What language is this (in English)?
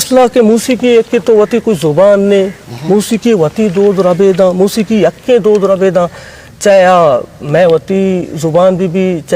Eastern Balochi